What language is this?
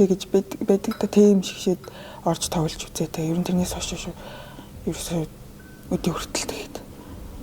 Mongolian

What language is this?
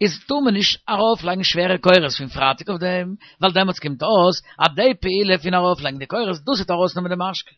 Yiddish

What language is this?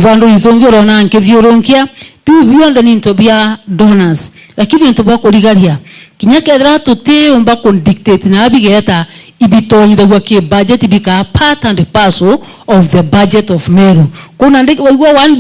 Meru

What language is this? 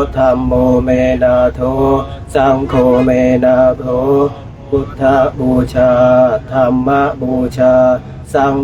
Pali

